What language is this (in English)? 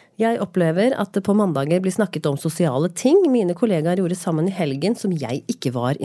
Norwegian